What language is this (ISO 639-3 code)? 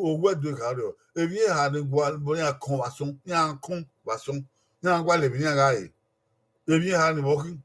bin